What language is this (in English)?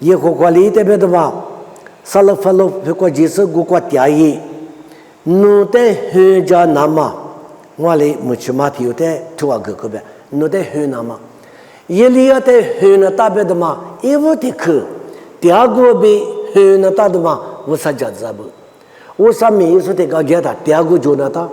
Lisu